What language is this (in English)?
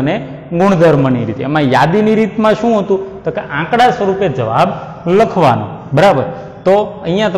Gujarati